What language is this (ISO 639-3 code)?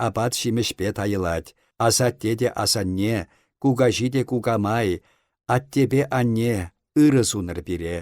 chv